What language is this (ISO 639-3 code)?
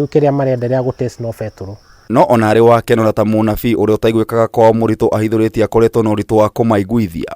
kik